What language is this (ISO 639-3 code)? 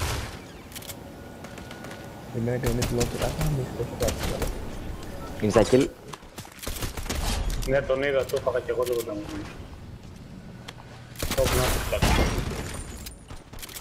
ell